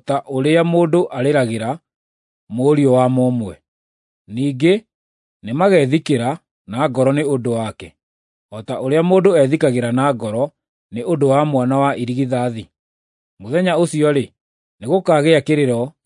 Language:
Kikuyu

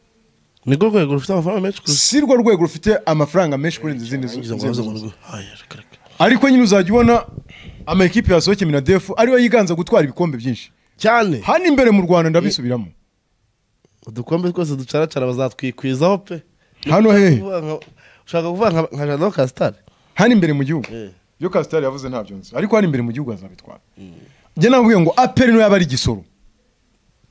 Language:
Kinyarwanda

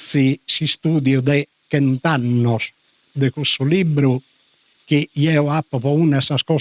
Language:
Sardinian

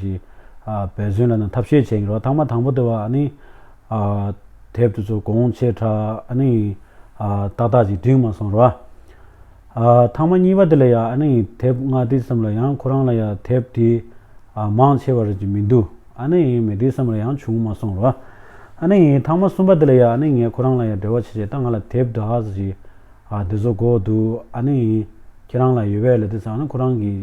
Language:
Tibetan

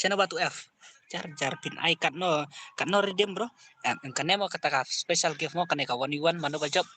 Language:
Khasi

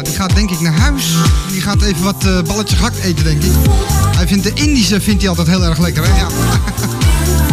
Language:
Dutch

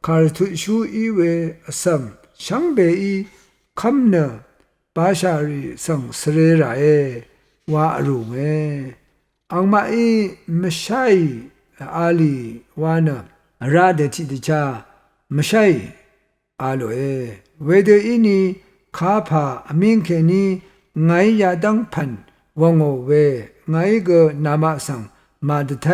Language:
Rawang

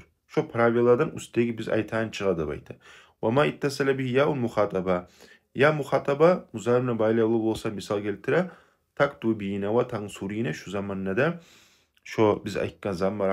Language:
Kumyk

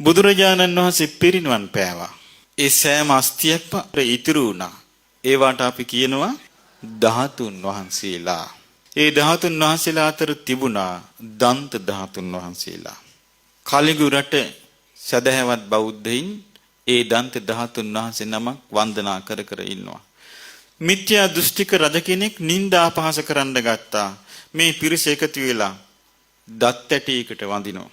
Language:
Sinhala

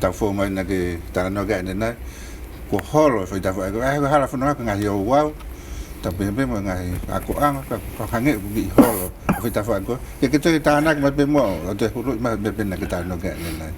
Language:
Tongan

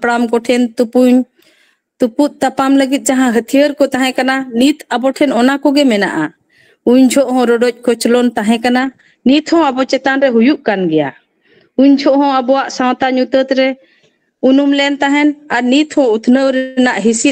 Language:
Santali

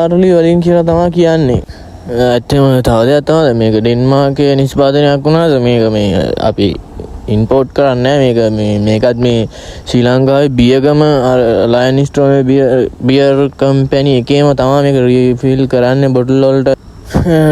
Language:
Sinhala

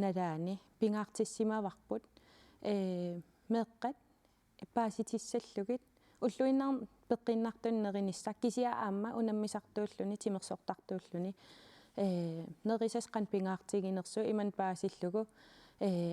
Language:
Kalaallisut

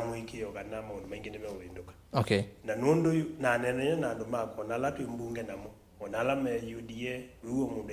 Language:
Kamba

